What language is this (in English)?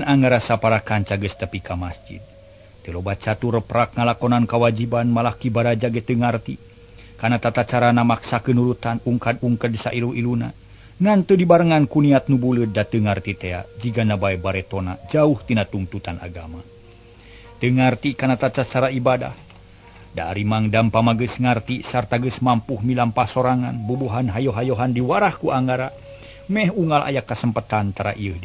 Sundanese